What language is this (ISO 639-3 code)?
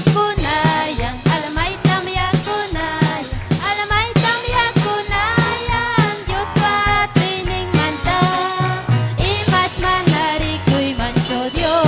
quy